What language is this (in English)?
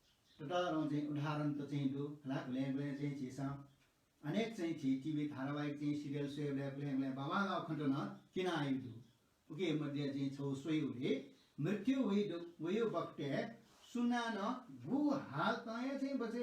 Newari